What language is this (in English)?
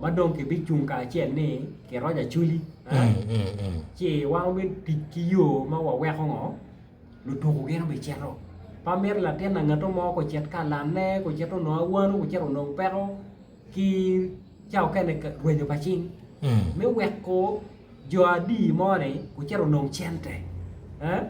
Acoli